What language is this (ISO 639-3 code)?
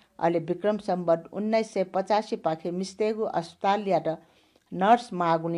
new